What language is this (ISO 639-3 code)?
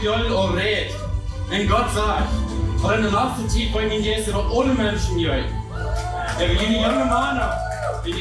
pdt